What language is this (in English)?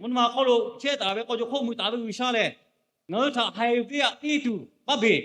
Lahu